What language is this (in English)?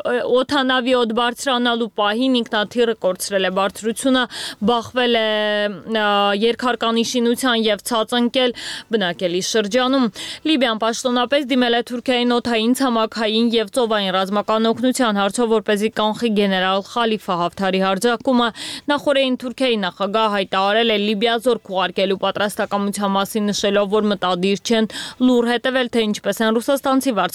Armenian